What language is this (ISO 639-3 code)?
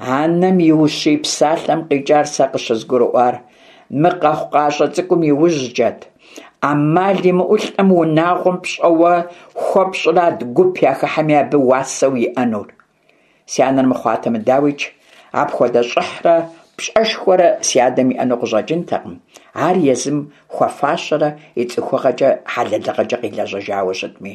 kbd